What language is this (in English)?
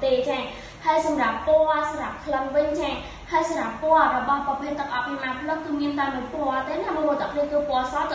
Khmer